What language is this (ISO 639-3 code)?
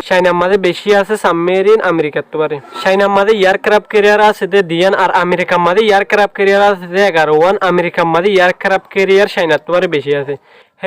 rhg